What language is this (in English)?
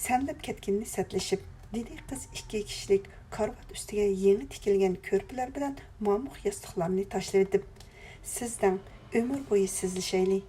Uyghur